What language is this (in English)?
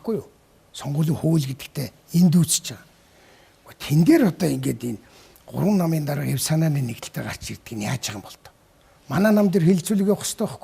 Mongolian